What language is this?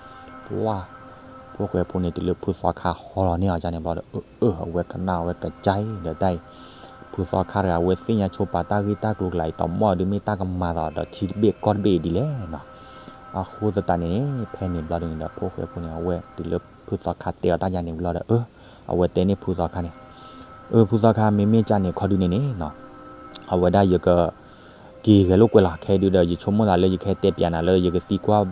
S'gaw Karen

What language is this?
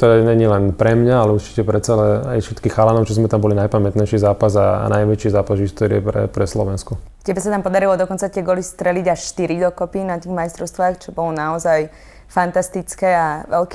Slovak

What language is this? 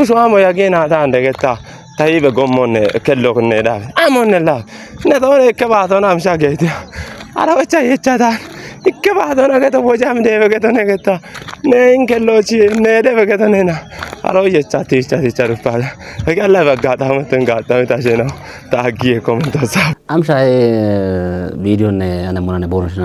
Kafa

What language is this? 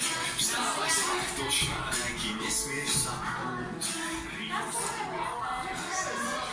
Slovak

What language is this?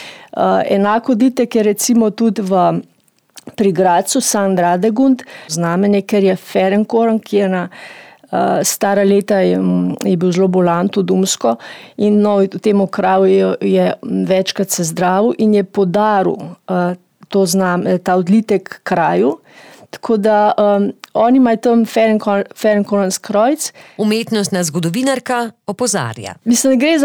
Slovenian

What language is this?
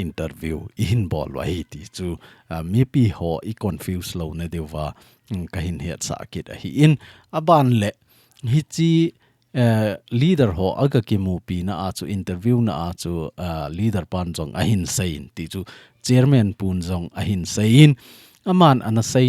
Thado Chin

